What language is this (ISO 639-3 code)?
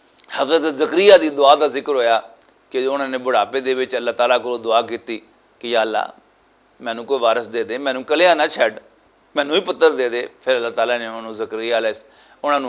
lah